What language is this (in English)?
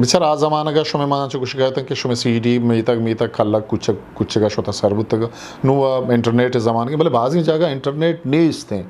Eastern Balochi